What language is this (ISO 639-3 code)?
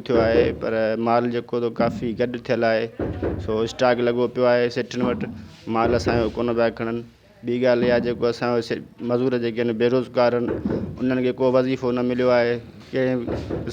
snd